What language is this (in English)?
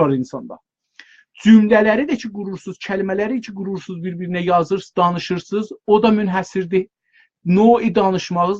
South Azerbaijani